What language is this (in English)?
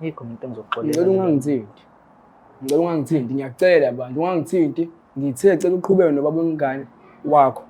Zulu